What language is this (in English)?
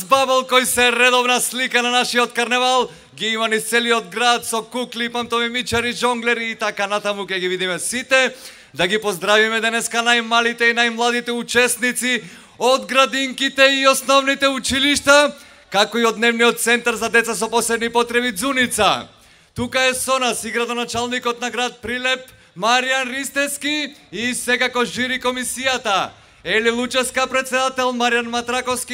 Macedonian